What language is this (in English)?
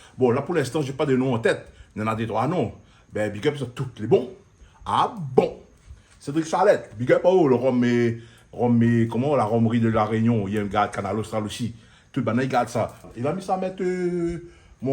Réunion Creole French